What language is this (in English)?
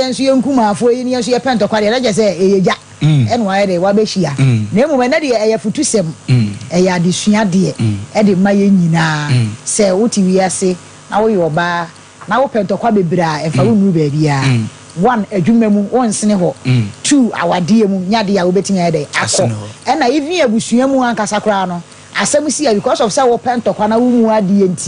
Akan